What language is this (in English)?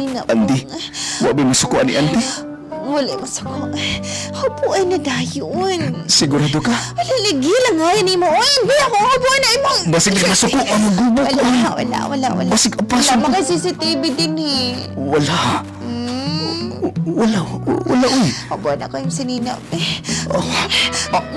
Cebuano